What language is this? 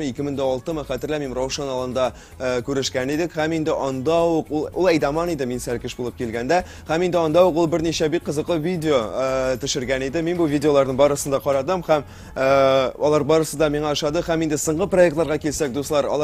Tatar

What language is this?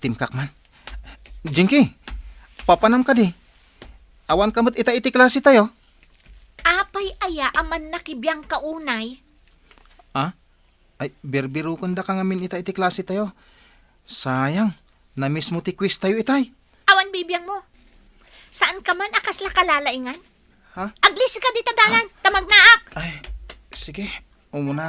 Iloko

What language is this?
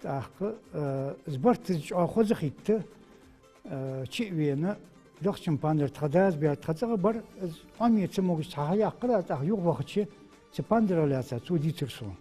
Ingush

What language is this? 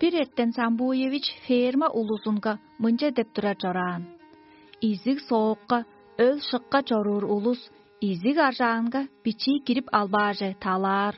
Tuvinian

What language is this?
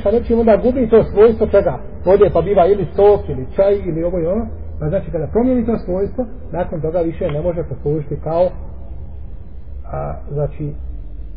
Bosnian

